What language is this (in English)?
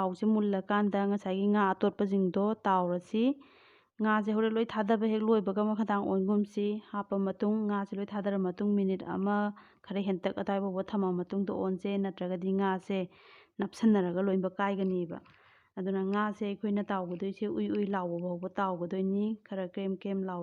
Manipuri